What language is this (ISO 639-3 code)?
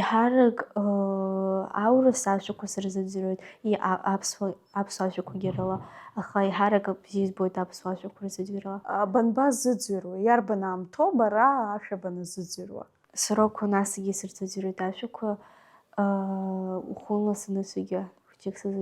abk